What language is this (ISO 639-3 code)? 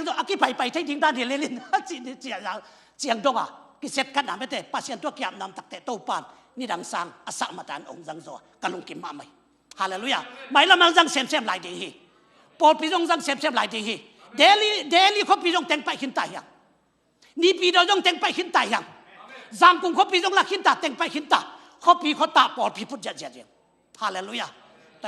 ctd